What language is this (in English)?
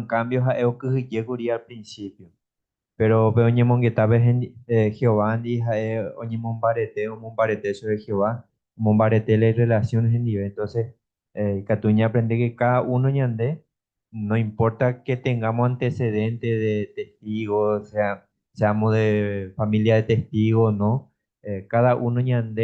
Guarani